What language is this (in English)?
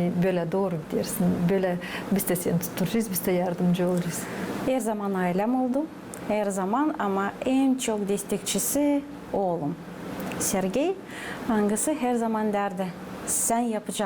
Gagauz